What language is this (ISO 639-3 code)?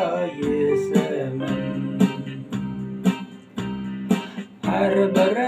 kaz